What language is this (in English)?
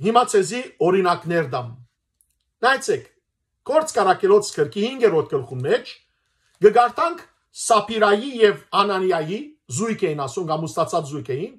Western Armenian